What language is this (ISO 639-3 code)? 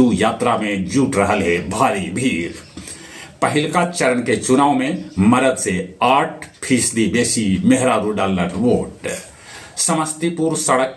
mag